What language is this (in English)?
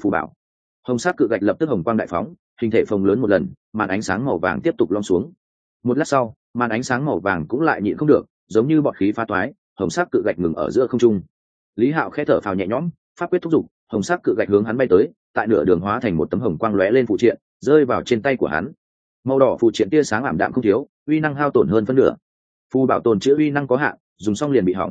Vietnamese